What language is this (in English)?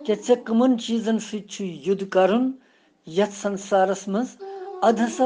Kashmiri